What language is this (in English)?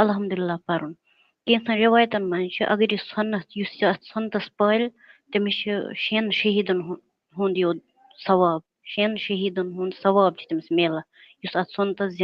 Kashmiri